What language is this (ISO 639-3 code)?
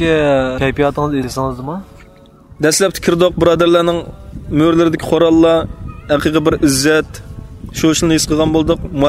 uig